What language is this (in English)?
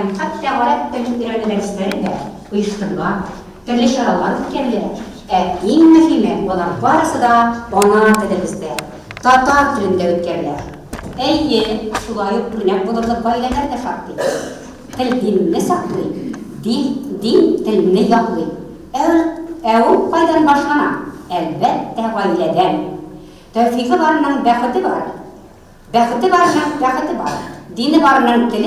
Tatar